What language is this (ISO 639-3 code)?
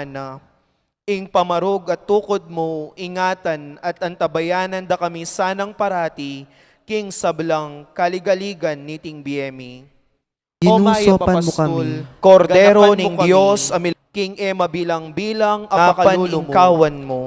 pam